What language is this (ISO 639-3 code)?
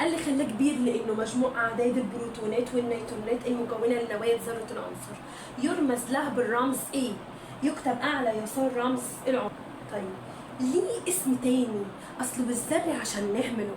arz